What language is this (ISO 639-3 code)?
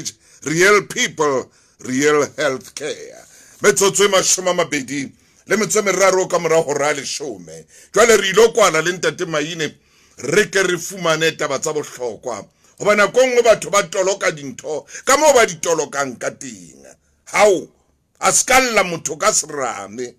sot